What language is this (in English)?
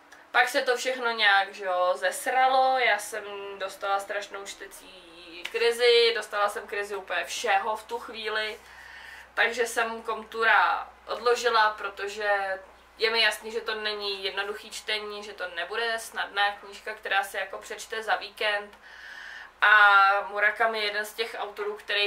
Czech